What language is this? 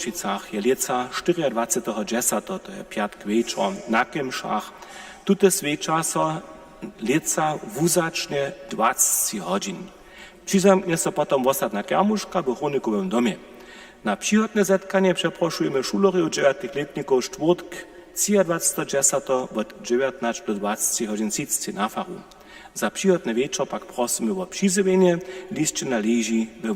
Upper Sorbian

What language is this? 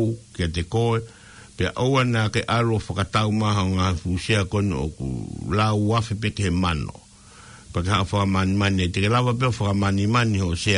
Tongan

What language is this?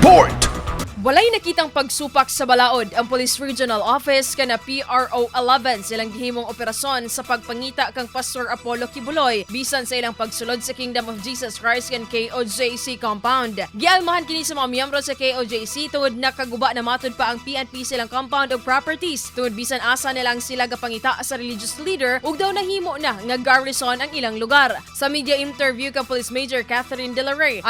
Cebuano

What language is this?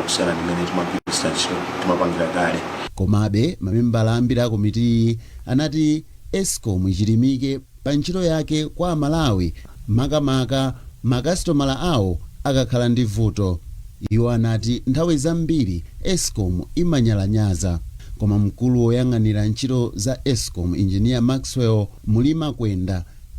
Nyanja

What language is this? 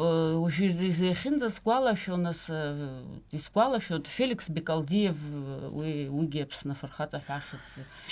Abkhazian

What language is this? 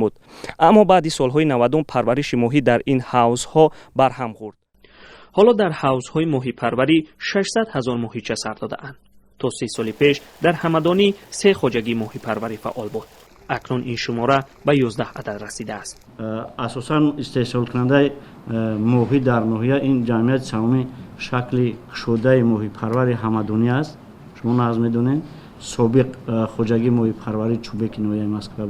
Tajik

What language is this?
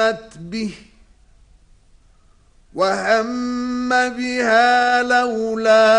Arabic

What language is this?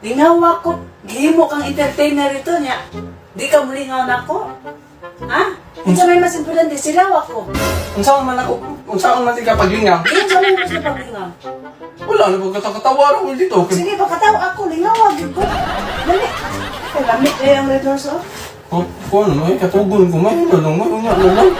Cebuano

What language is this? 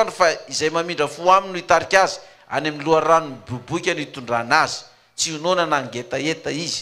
Malagasy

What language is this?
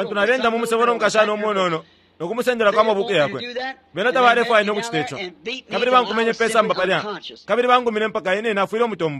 Bemba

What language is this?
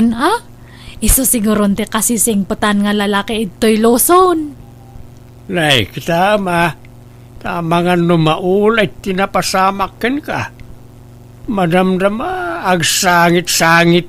Iloko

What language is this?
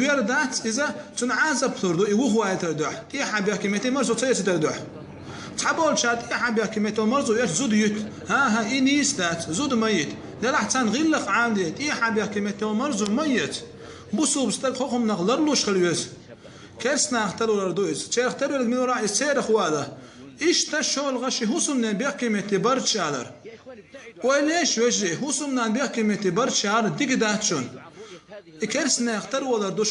Chechen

